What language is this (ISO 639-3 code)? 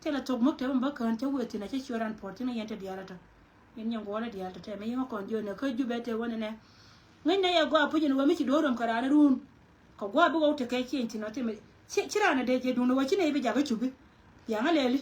nus